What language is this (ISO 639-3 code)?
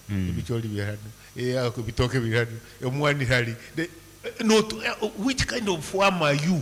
nyn